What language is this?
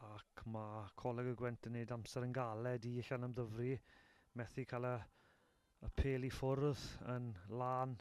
Welsh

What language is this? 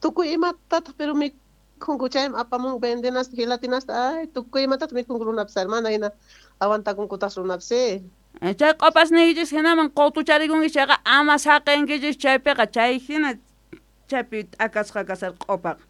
South Bolivian Quechua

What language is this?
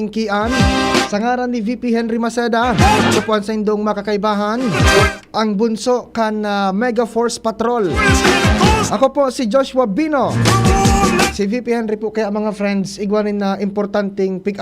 Bikol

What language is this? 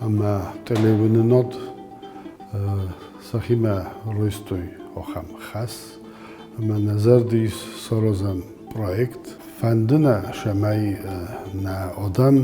Ossetic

